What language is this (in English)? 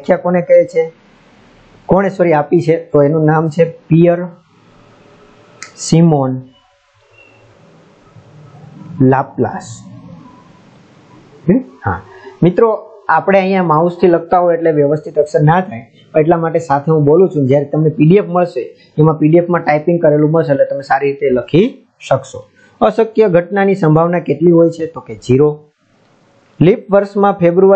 Gujarati